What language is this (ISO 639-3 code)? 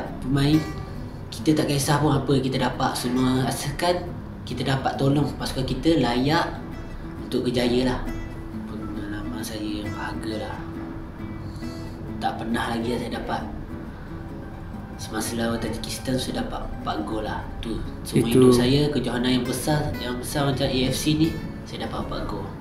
msa